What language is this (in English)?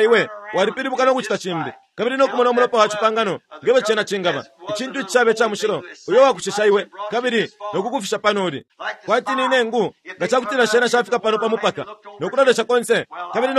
Bemba